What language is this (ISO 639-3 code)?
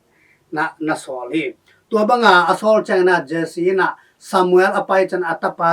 ctd